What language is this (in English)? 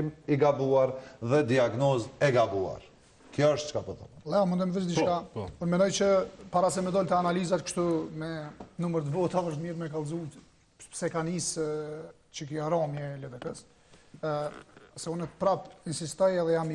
Albanian